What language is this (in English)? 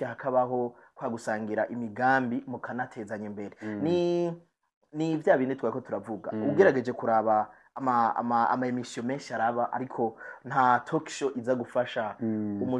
Rundi